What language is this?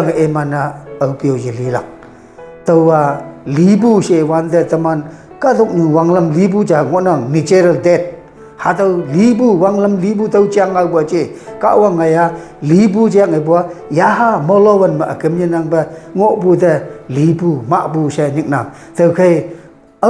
Konyak Naga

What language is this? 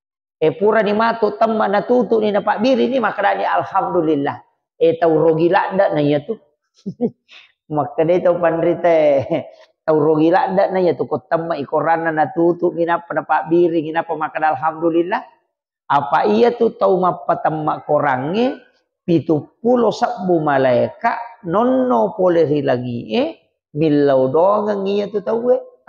Buginese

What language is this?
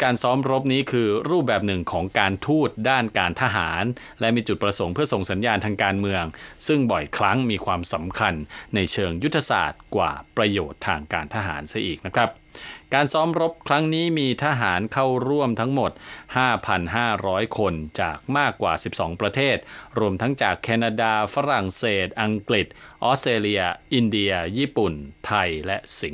Thai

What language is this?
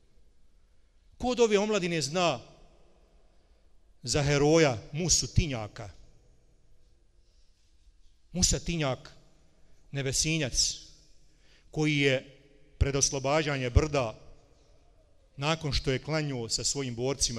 Bosnian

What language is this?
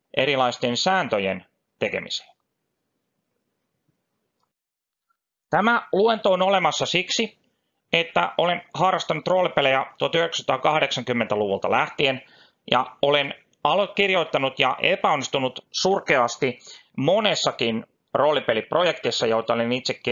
Finnish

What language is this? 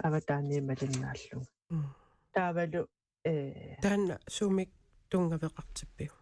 Kalaallisut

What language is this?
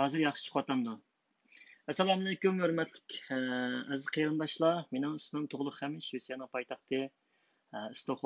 Uyghur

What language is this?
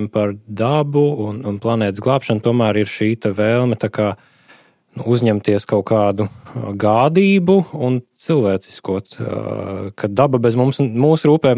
Latvian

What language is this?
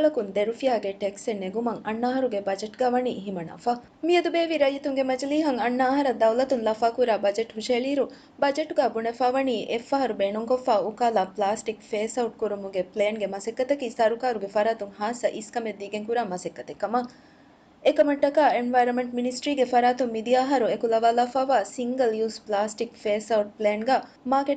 Divehi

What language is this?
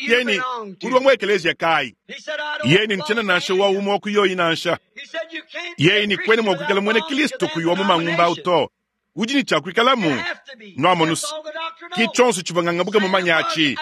Luba-Lulua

